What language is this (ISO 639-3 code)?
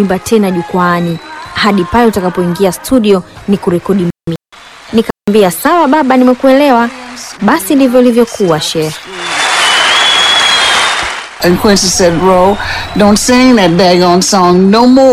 swa